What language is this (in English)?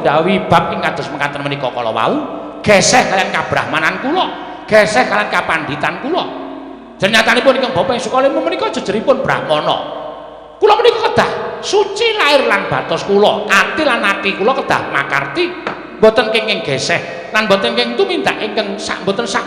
Javanese